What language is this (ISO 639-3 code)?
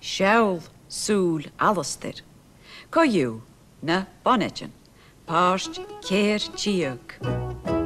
gla